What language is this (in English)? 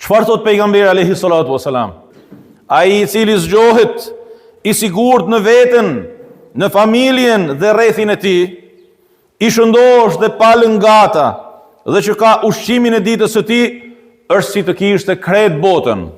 Albanian